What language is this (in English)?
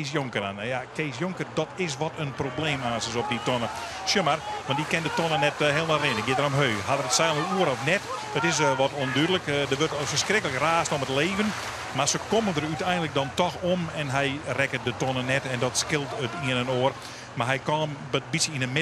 Western Frisian